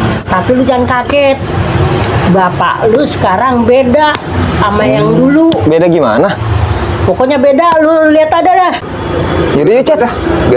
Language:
Betawi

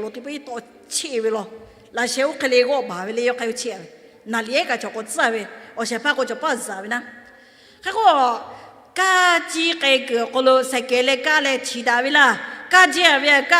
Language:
Lahu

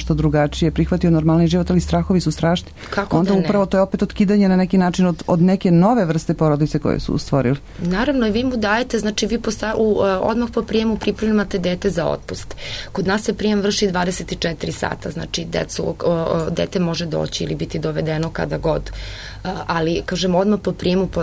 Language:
Serbian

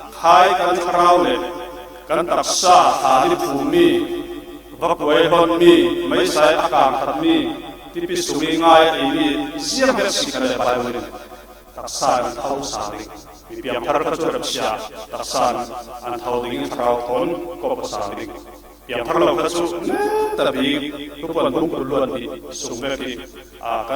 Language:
Falam Chin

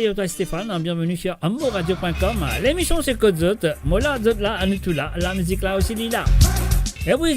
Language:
Morisyen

